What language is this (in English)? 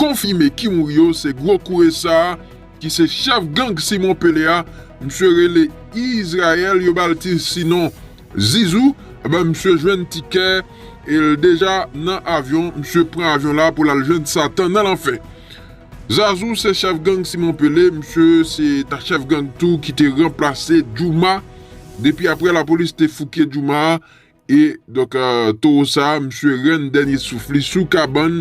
Haitian Creole